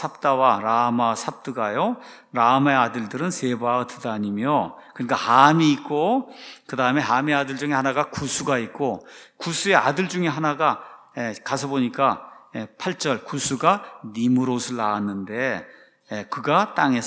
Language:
Korean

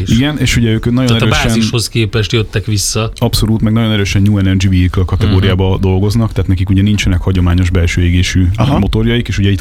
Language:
Hungarian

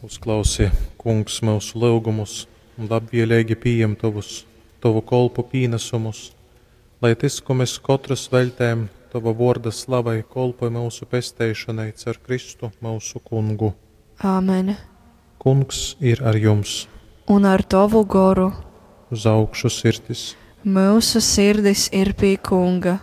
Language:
Latgalian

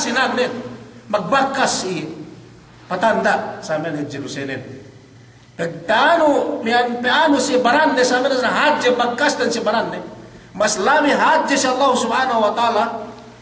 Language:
Yakan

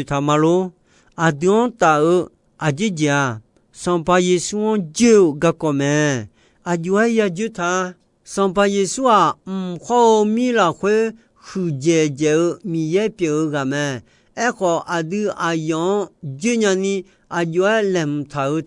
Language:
Akha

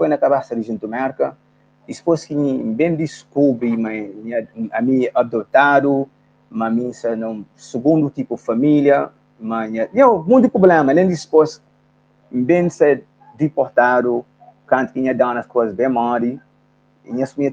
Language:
Kabuverdianu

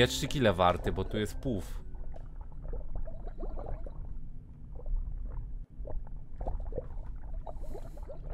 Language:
Polish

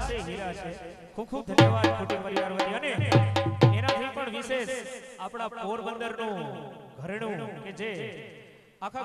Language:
Gujarati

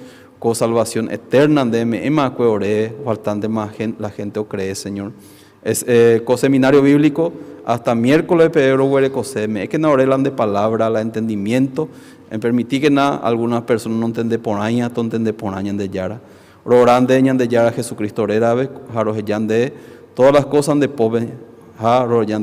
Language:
Guarani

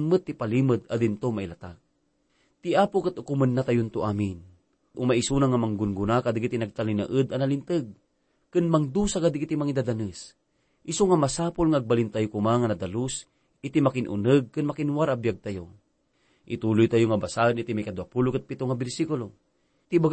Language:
Iloko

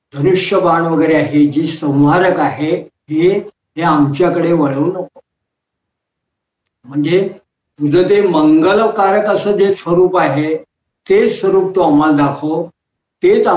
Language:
Marathi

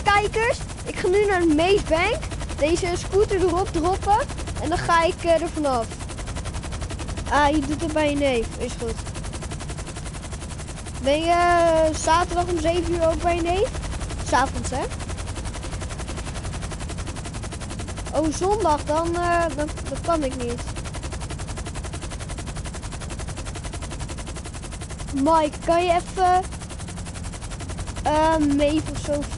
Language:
Dutch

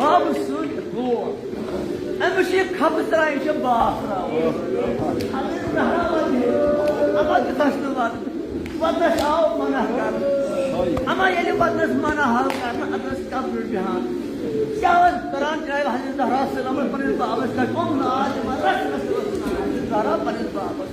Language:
Kashmiri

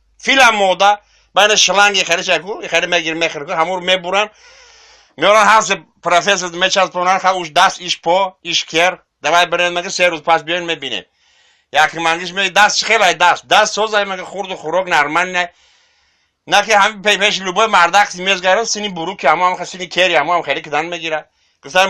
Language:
Tajik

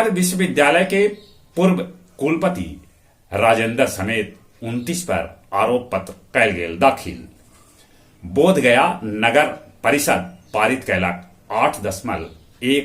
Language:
Magahi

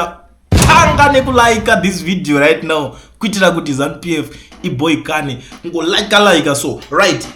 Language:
Shona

